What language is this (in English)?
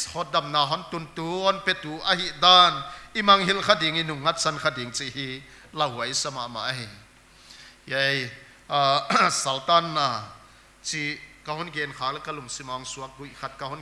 Paite Chin